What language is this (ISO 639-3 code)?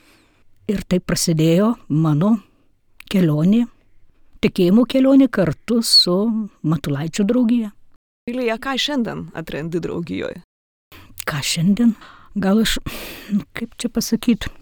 lit